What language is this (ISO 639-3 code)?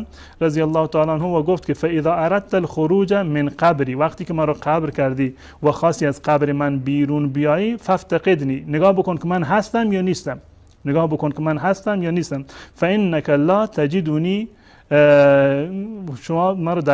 fas